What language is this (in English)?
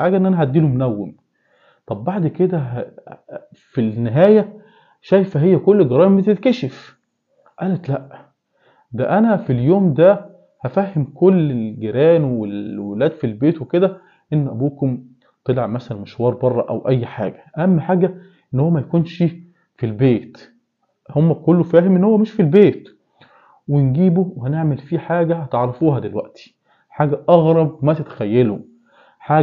Egyptian Arabic